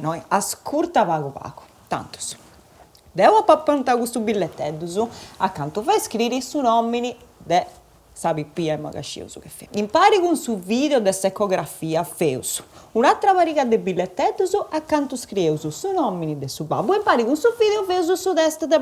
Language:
Sardinian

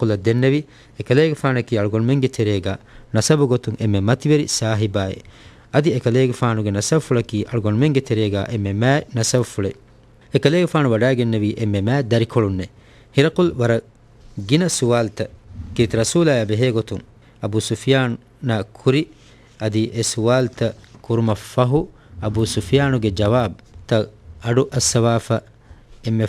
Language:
Divehi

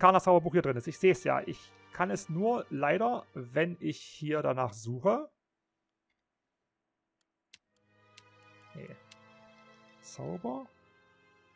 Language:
German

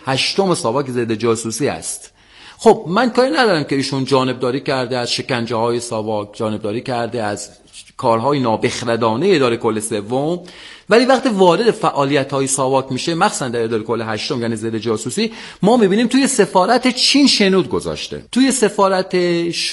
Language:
Persian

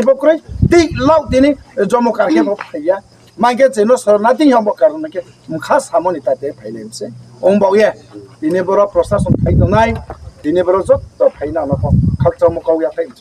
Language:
Riang (India)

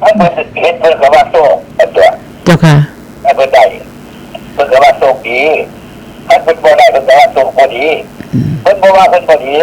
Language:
Northeastern Thai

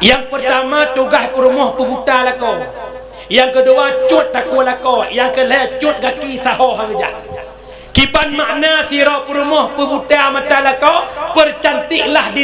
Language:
Achinese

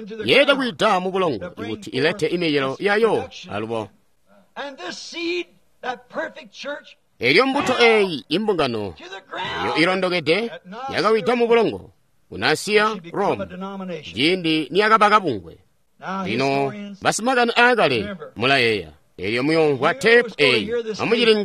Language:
Tonga (Zambia)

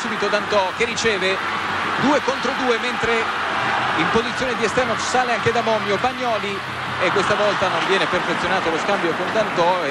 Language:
Italian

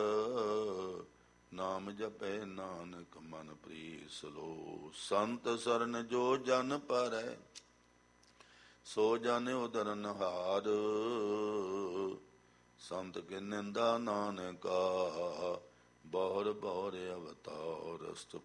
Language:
Punjabi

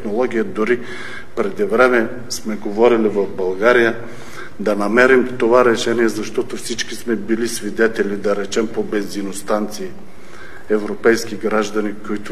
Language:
Bulgarian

